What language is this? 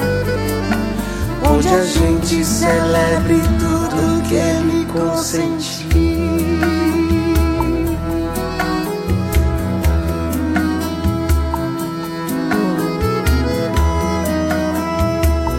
Portuguese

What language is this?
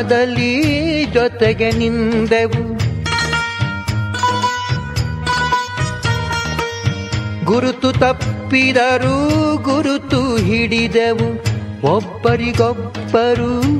Kannada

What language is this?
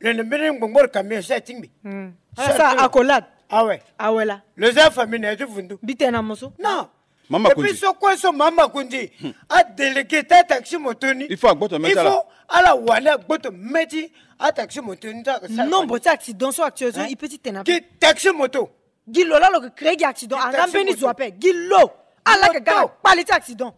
Sango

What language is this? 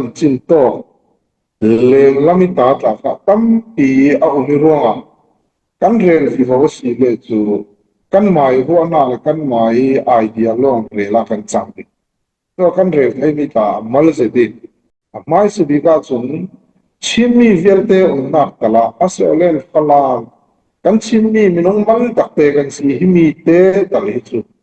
Falam Chin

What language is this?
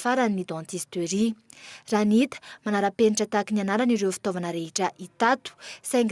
Malagasy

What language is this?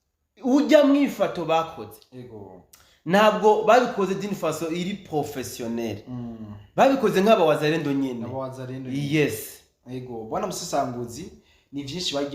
Rundi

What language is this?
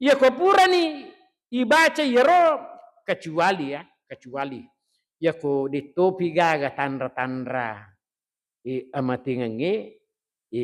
Buginese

